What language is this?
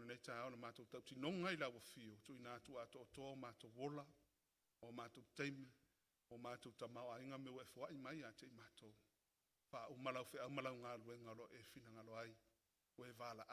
Samoan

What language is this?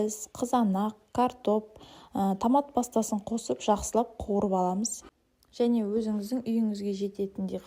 Kazakh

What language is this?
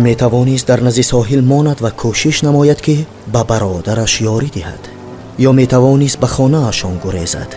Tajik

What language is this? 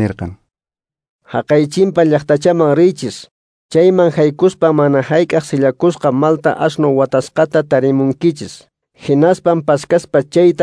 Quechua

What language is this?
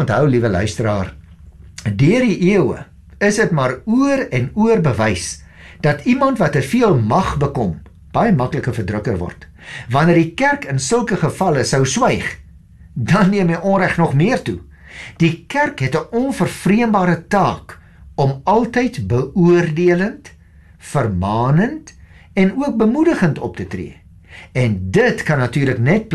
Afrikaans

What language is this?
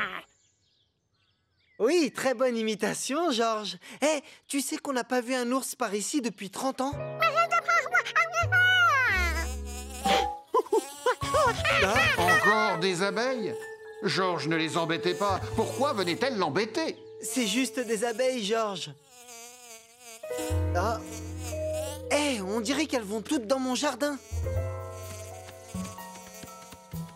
French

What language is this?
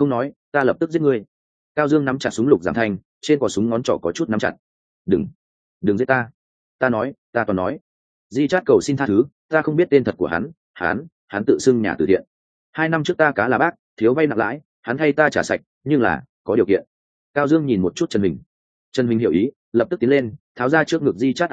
Vietnamese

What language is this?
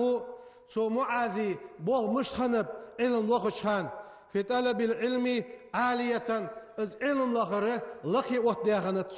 Ingush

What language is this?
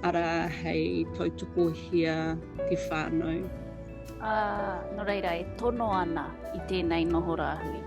Māori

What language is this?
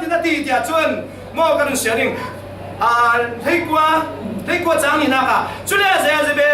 Falam Chin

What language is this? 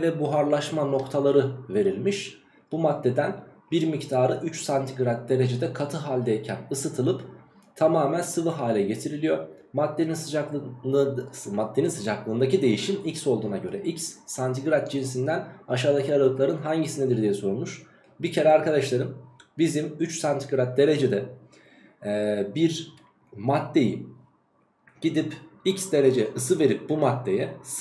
Turkish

